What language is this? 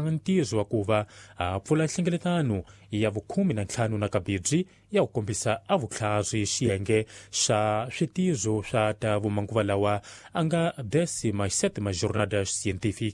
Tsonga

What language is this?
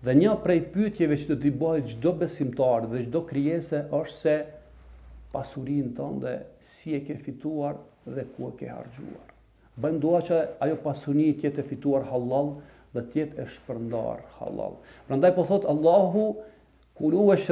Albanian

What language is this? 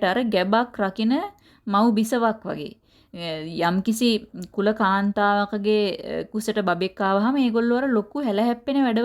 Sinhala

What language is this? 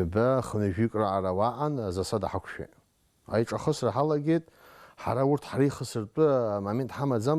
Abkhazian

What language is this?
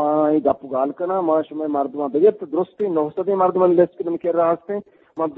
Eastern Balochi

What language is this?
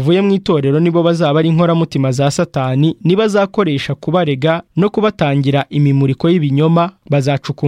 Kinyarwanda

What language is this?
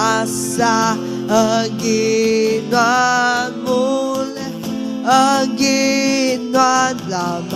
Iban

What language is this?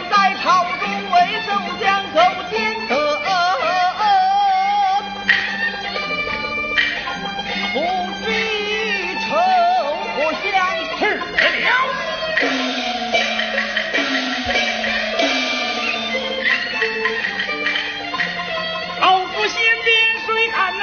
Chinese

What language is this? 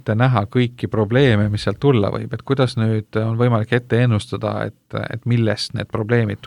Estonian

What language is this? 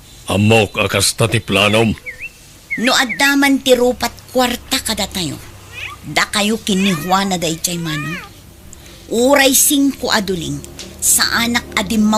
Iloko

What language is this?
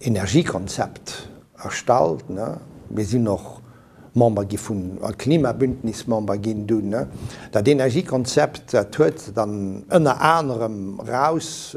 Luxembourgish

